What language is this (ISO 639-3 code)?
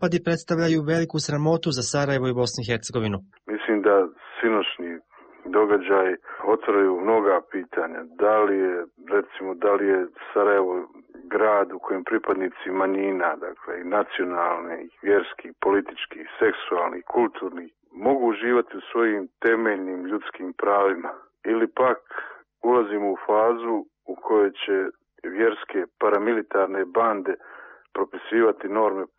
hrv